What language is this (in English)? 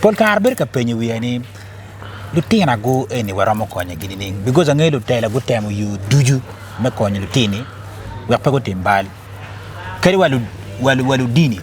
Acoli